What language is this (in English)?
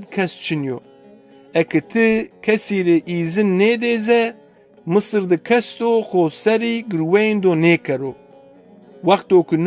Zaza